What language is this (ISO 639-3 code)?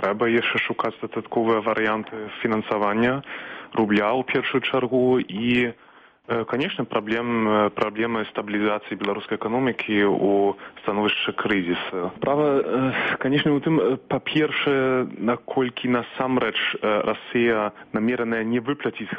bel